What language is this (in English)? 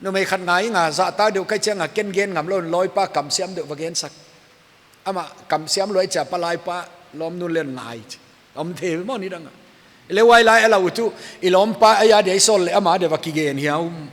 Paite Chin